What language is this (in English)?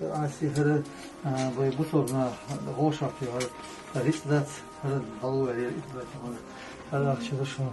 Chechen